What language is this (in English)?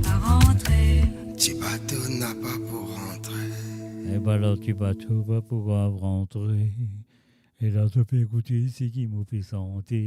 Morisyen